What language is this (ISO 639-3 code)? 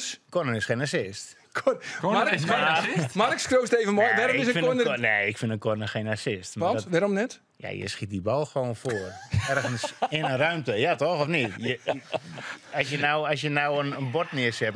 fry